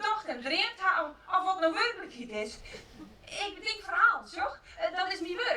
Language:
Western Frisian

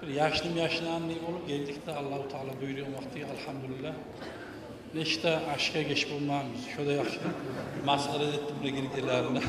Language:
Kumyk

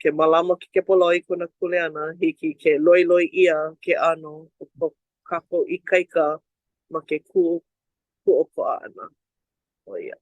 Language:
Hawaiian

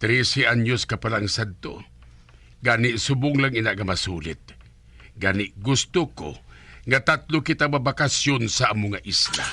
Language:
Hiligaynon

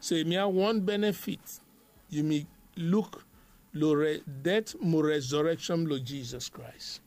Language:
Bislama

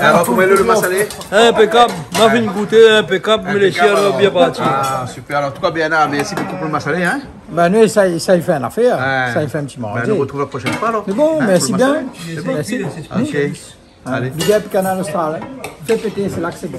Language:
Réunion Creole French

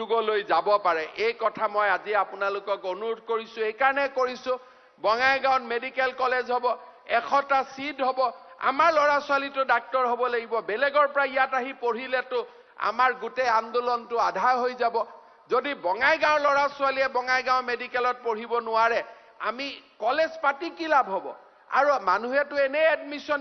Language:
Assamese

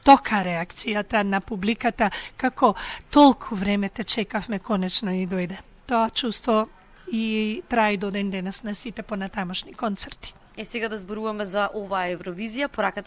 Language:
Macedonian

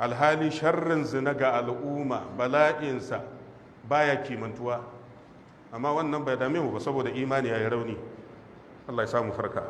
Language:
Hausa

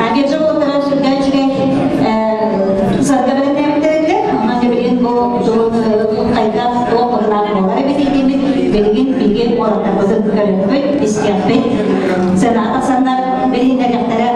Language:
Yakut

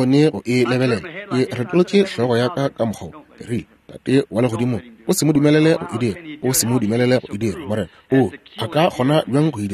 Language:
Northern Sotho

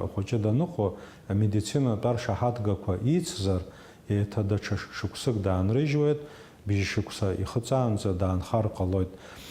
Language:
Abkhazian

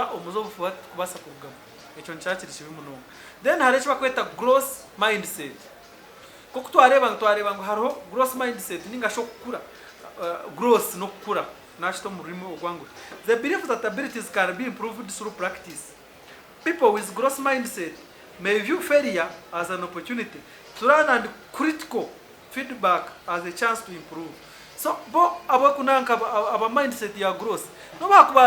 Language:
Nyankole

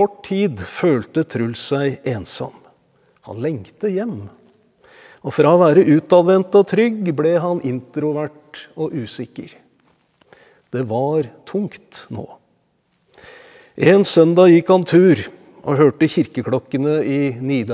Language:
Norwegian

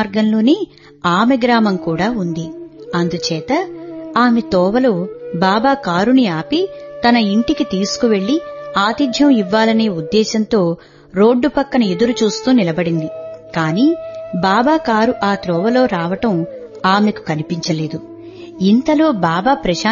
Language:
Telugu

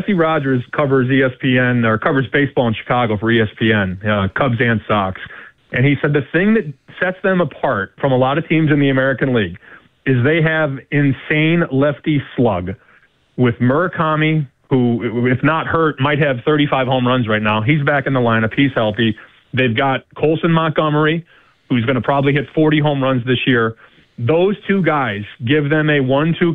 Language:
English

